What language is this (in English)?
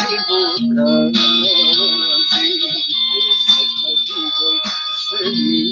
Balkan Romani